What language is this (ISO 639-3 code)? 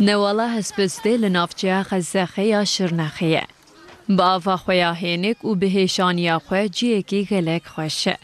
kur